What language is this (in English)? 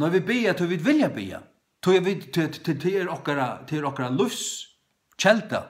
Faroese